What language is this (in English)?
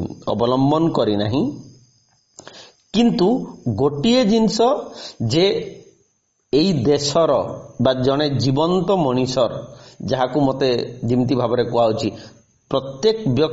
Odia